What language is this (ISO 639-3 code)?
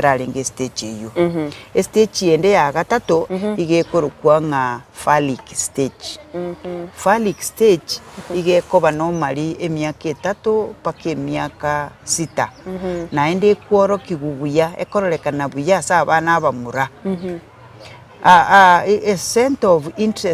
guz